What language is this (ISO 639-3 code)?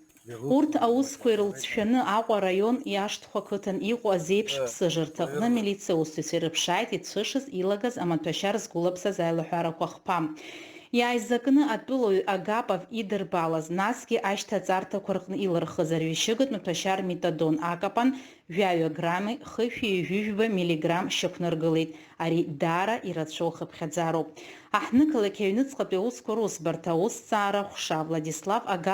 abk